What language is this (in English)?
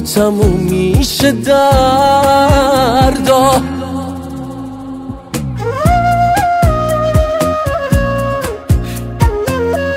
Persian